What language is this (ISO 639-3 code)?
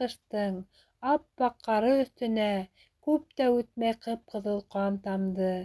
bak